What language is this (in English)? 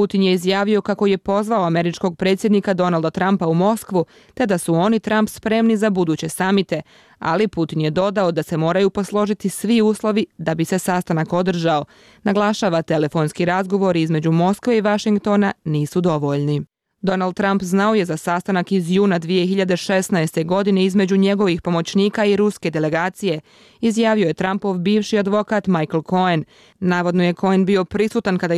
Bosnian